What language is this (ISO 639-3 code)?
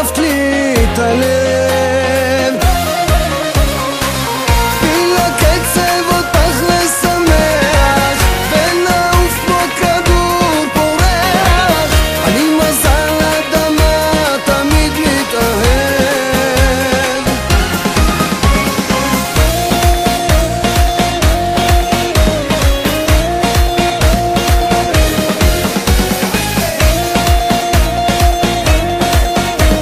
heb